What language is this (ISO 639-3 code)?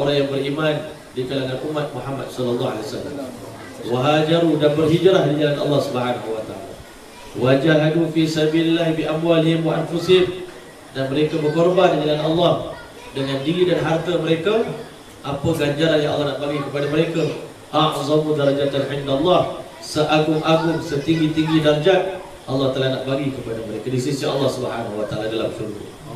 msa